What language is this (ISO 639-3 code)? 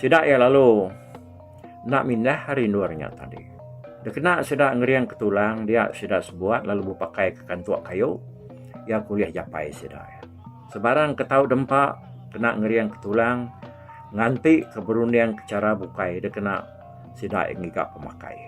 iba